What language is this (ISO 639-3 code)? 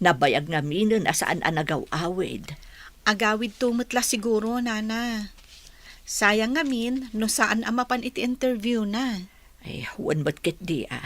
ilo